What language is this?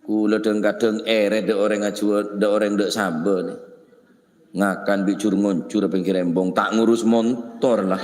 Madurese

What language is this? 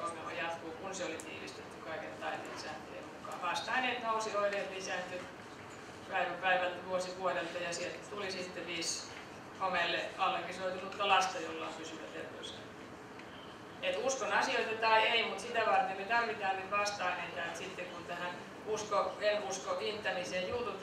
Finnish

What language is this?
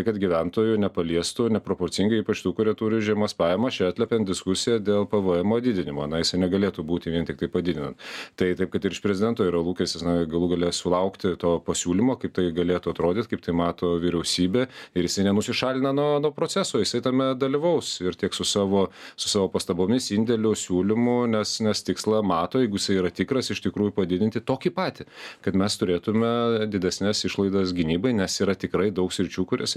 Lithuanian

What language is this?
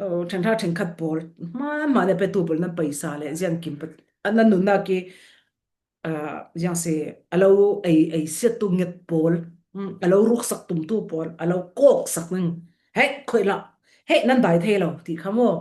Falam Chin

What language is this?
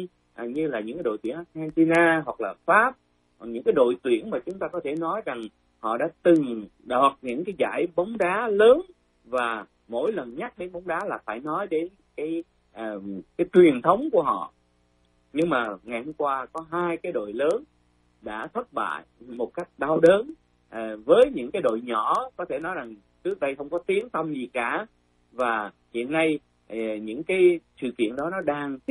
Vietnamese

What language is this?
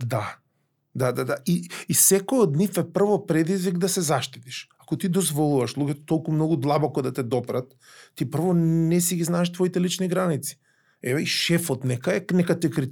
Macedonian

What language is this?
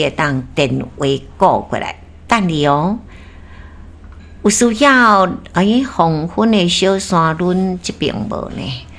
Min Nan Chinese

